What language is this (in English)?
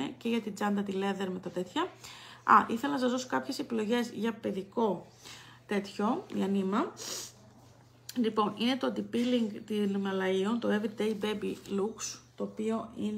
Greek